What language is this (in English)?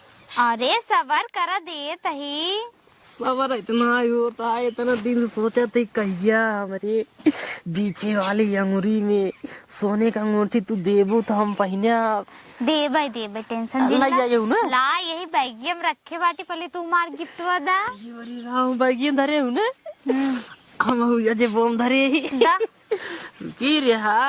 Awadhi